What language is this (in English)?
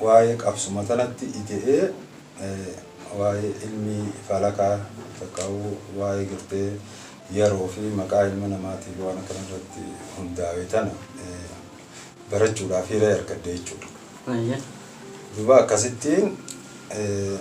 Oromo